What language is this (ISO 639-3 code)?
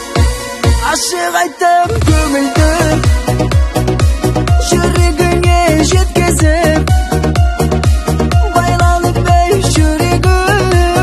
kaz